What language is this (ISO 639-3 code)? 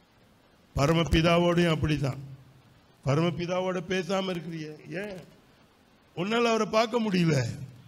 tam